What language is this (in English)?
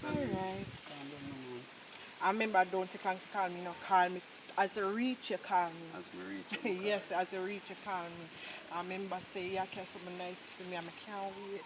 Jamaican Creole English